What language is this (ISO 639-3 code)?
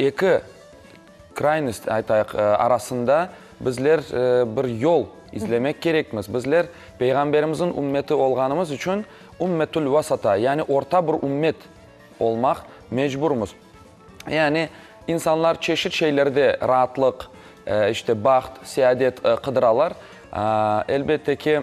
crh